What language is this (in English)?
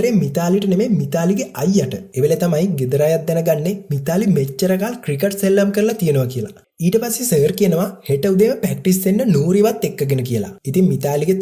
Sinhala